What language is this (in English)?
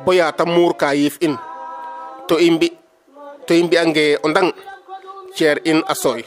Serer